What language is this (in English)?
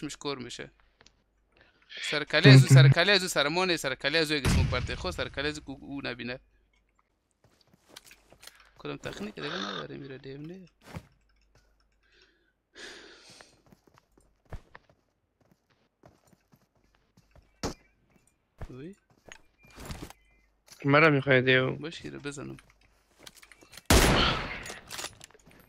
Persian